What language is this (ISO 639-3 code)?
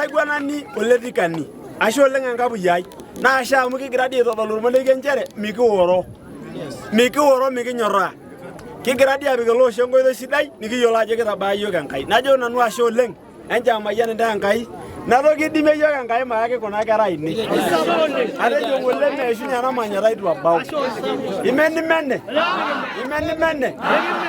mas